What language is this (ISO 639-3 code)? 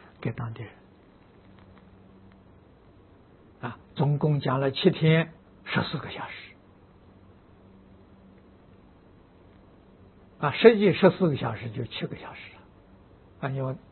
zho